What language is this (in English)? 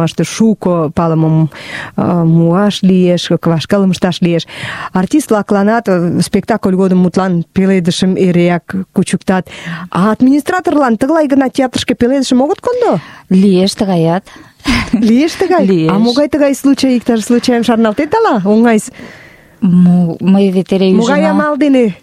Mari